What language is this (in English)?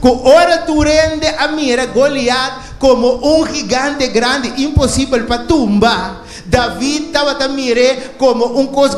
Papiamento